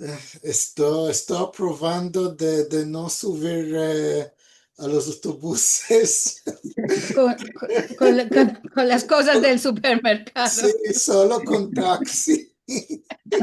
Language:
Ladino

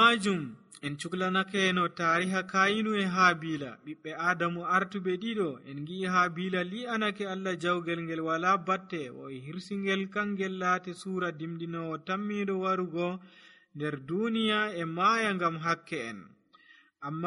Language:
Nigerian Fulfulde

